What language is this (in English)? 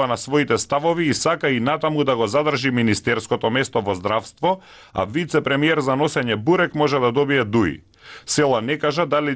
Macedonian